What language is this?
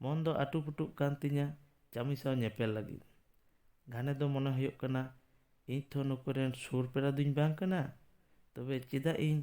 Santali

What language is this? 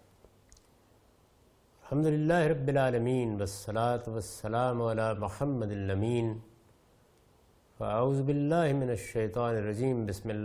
Urdu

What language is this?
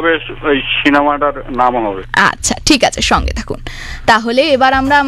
Bangla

